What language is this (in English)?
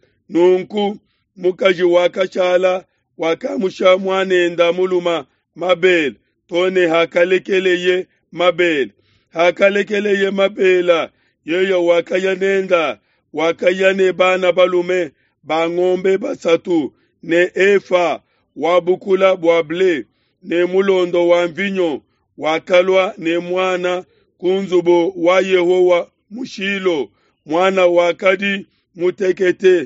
Luba-Lulua